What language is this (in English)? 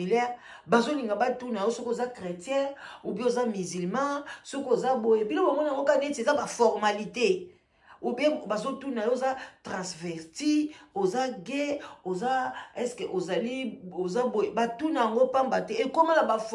Lingala